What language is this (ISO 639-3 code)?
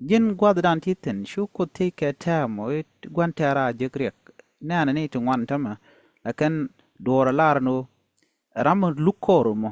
nus